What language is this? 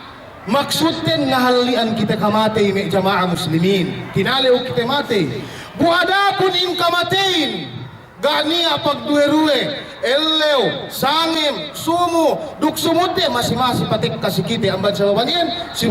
Yakan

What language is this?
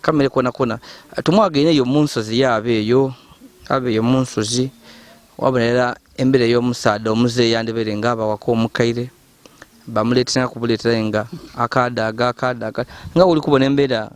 Ganda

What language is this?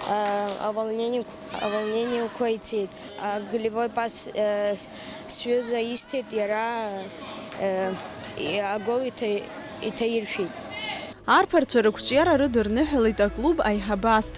Abkhazian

